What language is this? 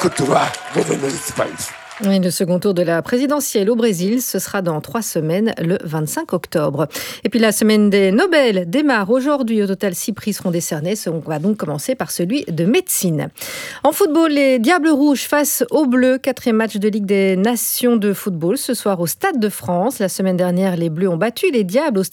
French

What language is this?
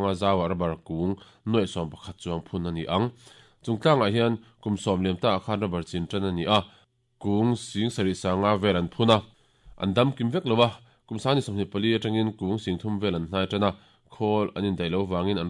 Mizo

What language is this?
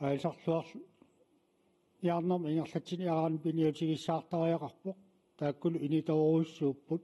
Kalaallisut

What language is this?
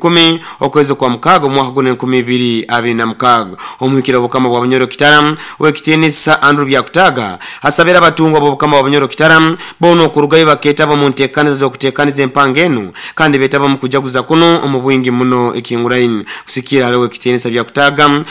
Nyoro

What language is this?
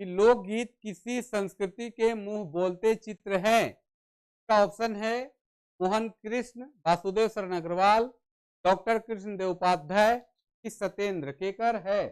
Sadri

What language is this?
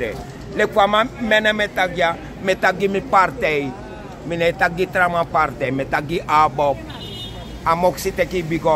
Sranan Tongo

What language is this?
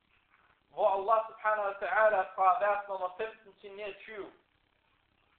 Danish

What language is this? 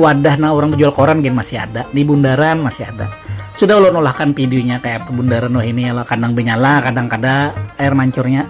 Banjar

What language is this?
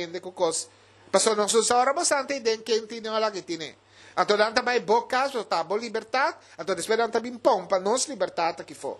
Papiamento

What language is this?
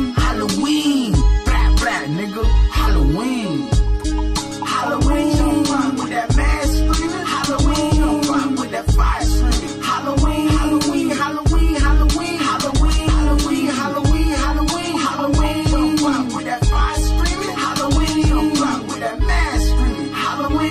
English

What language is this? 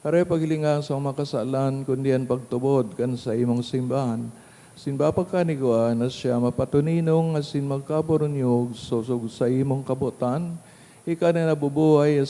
Bikol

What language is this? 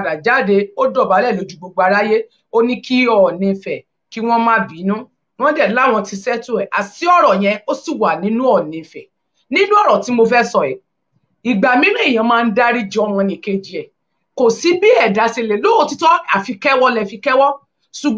Yoruba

